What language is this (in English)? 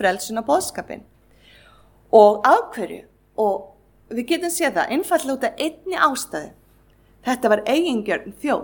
Icelandic